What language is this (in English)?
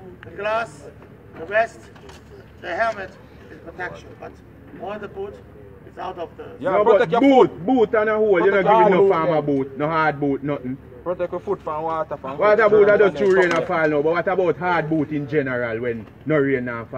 Jamaican Creole English